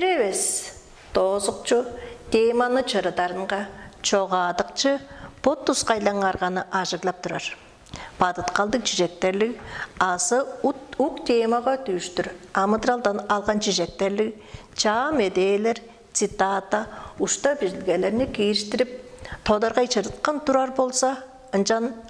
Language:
Tuvinian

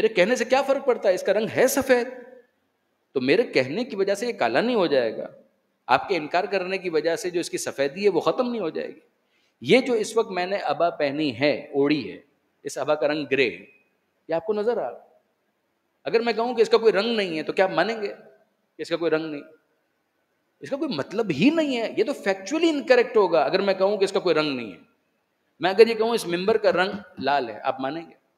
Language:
Urdu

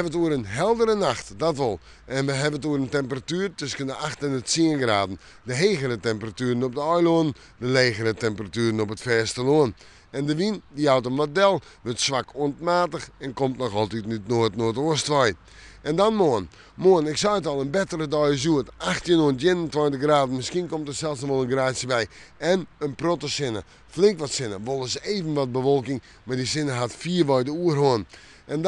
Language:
Western Frisian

